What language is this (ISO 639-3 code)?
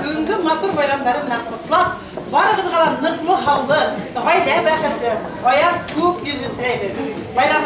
bak